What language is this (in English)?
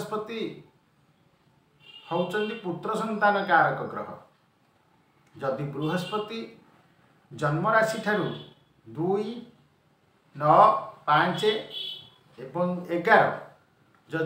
Odia